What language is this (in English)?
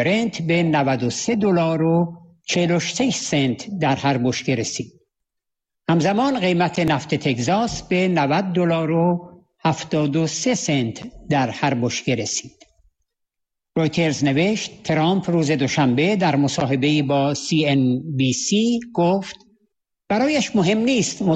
Persian